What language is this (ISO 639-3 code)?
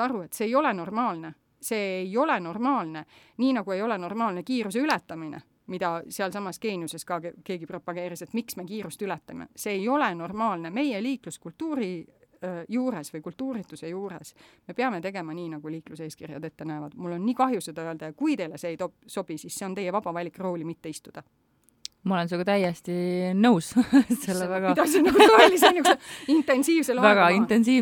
est